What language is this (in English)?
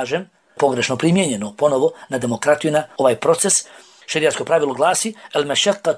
Bosnian